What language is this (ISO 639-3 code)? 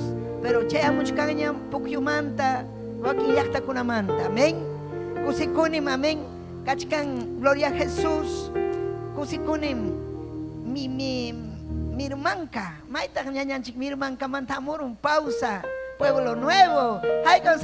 quy